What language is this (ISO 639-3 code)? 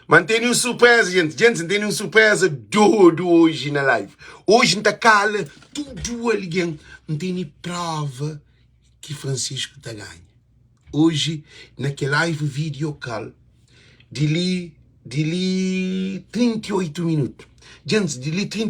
kea